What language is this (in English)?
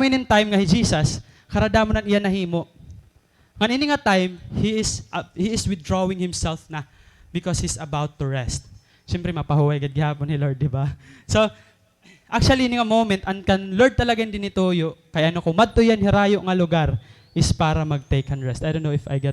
Waray